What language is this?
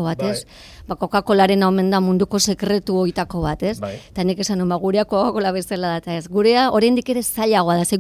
Basque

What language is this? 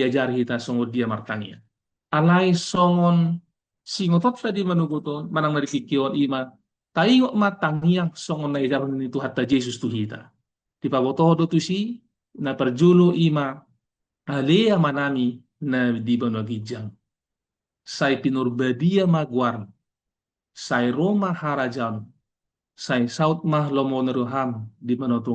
Batak Toba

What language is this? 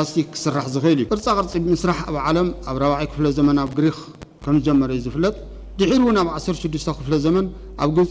Tigrinya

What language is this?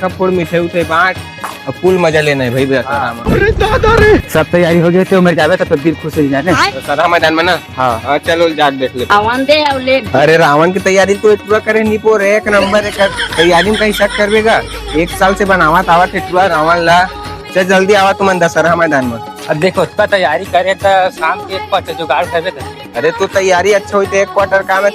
Chhattisgarhi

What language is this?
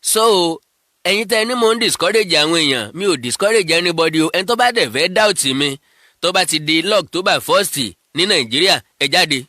Yoruba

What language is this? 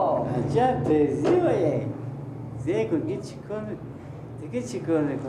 Persian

